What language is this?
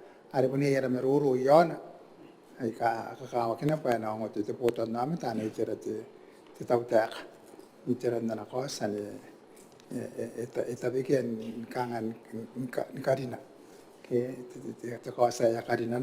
Gilbertese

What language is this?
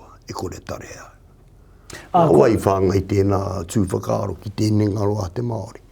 Māori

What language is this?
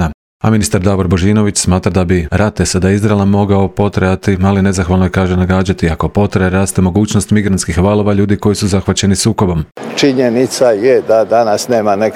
Croatian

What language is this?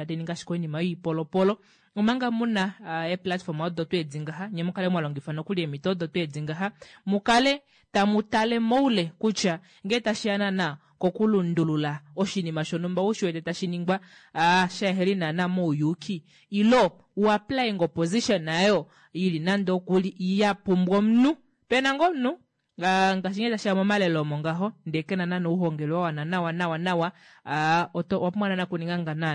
Kuanyama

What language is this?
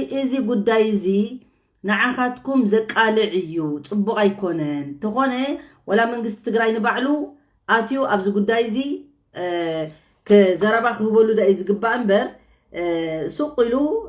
Tigrinya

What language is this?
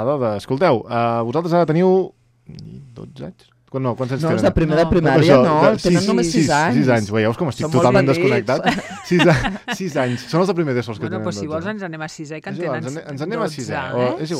Catalan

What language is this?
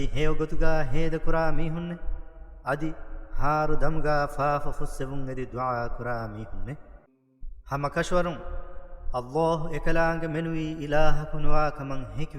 Divehi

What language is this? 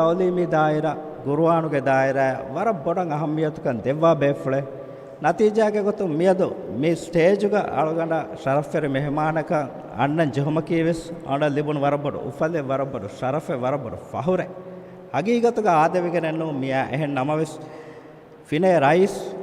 Divehi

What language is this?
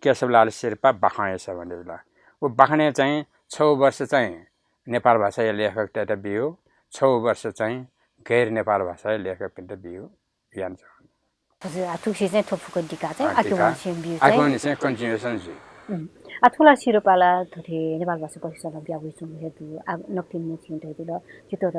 Newari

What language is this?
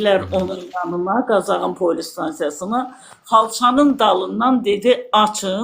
Azerbaijani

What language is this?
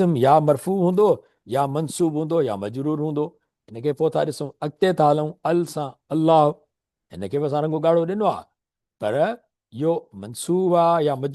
Sindhi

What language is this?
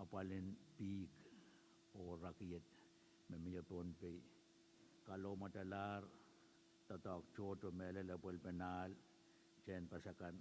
Pohnpeian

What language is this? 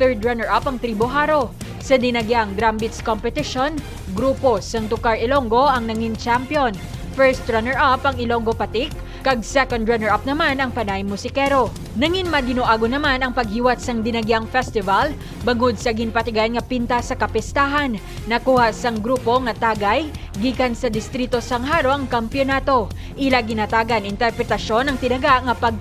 Hiligaynon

